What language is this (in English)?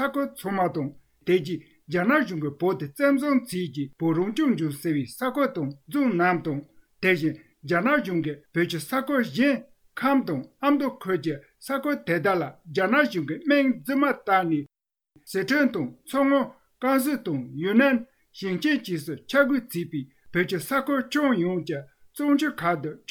Tibetan